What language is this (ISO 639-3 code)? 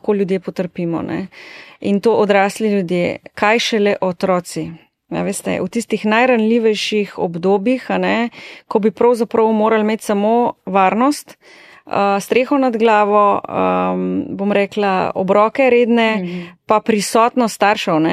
slv